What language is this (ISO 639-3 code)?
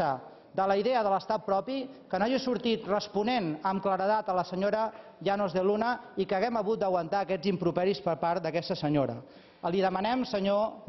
cat